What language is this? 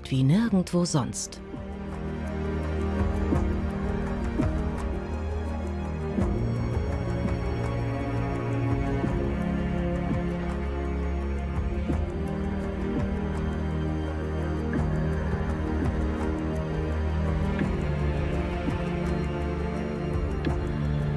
German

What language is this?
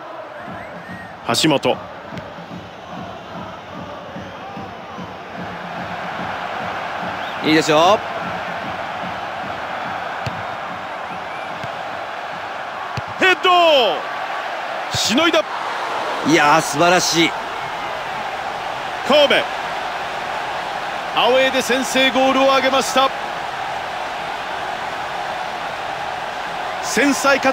Japanese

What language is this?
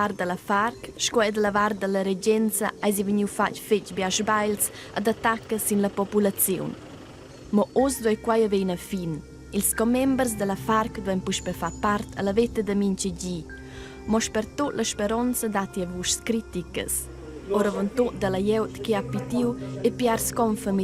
Romansh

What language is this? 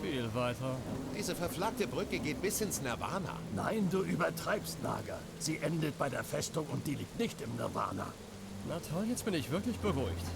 Swiss German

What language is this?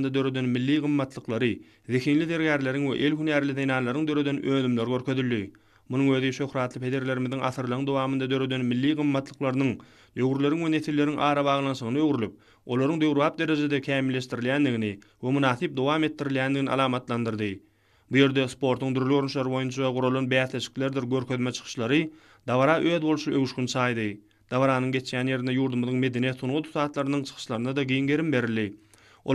Turkmen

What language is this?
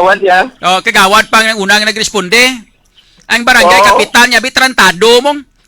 Hiligaynon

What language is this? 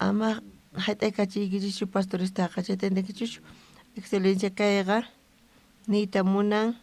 South Bolivian Quechua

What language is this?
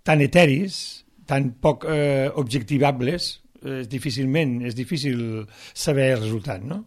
Catalan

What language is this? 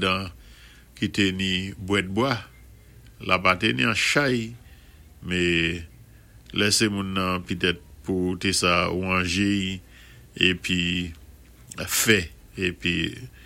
Saint Lucian Creole French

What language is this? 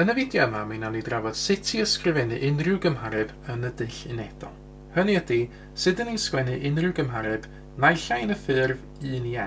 Welsh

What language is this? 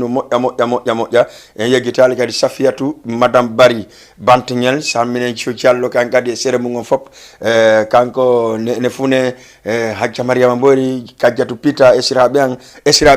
Fula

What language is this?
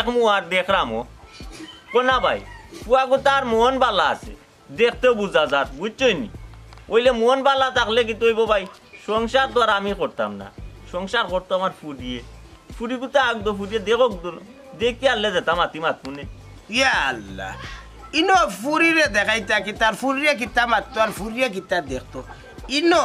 Sylheti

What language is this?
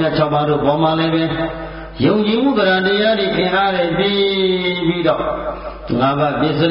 Burmese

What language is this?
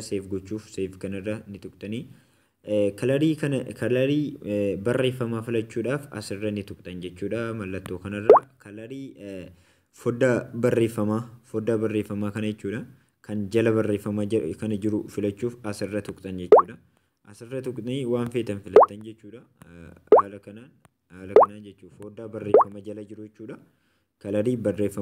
Oromo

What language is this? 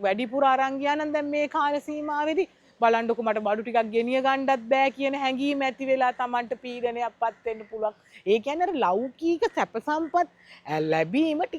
Sinhala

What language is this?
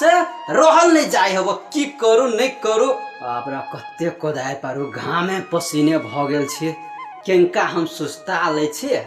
Maithili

